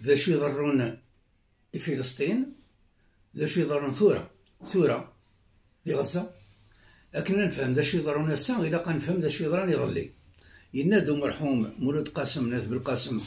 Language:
Kabyle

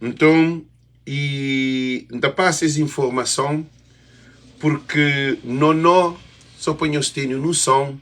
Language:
Kabuverdianu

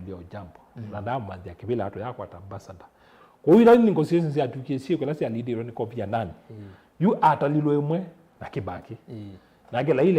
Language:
Kamba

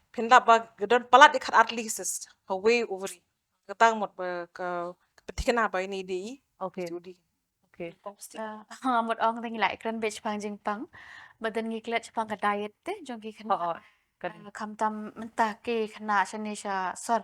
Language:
Khasi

